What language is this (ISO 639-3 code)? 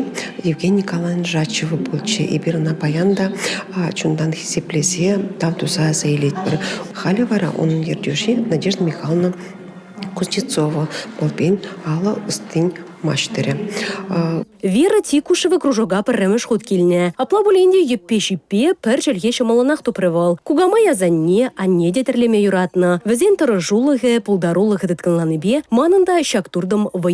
chv